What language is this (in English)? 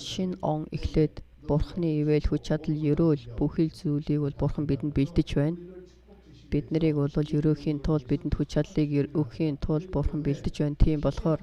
Mongolian